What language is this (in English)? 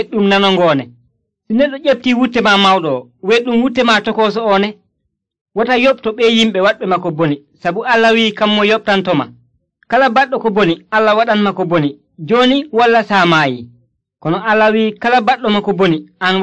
Nigerian Fulfulde